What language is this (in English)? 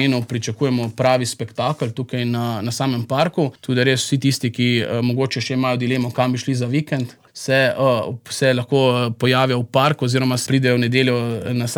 Slovenian